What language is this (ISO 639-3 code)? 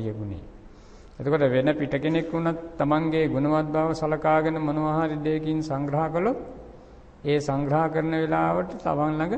sin